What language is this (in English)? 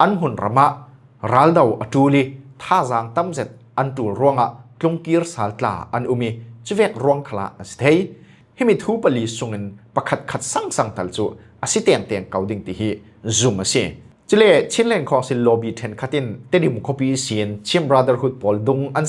Falam Chin